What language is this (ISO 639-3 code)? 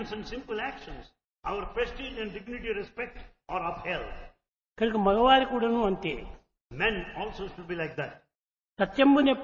tel